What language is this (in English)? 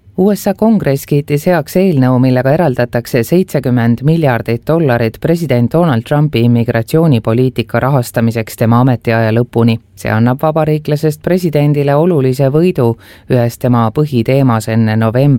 Estonian